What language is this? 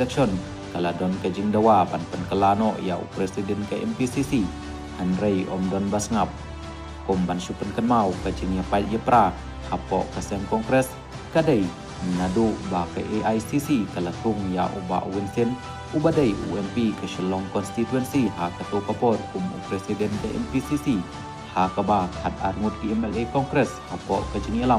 Khasi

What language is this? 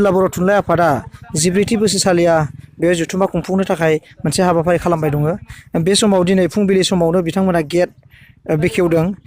Bodo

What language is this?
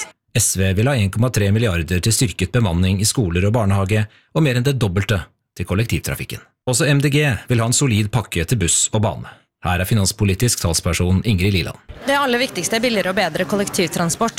Norwegian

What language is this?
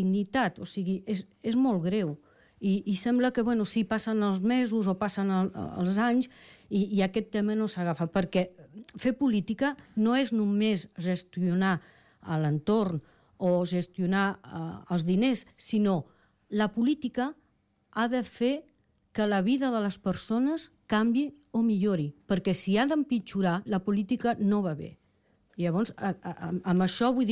Catalan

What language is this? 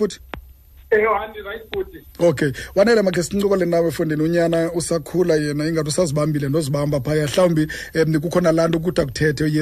Xhosa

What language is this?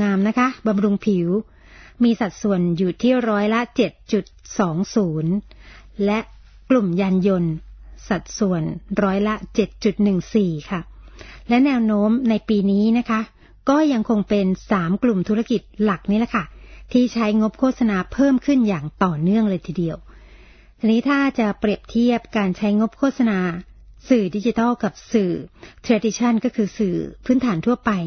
Thai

